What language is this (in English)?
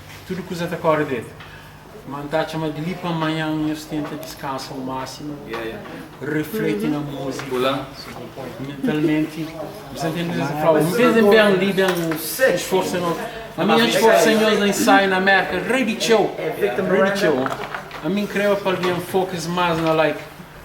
Kabuverdianu